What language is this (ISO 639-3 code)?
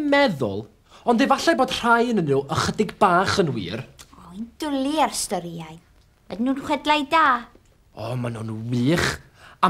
cym